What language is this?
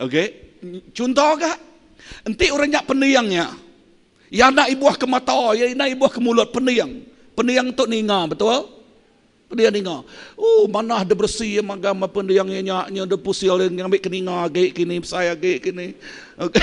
Iban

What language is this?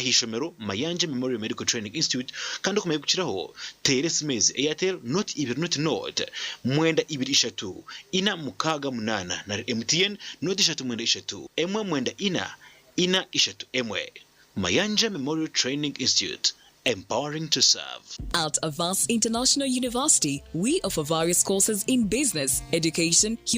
Nyankole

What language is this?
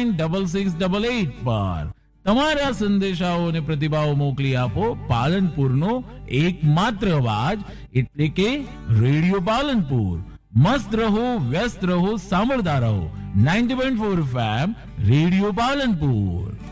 Gujarati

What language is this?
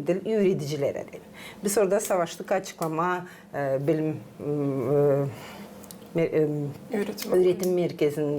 Gagauz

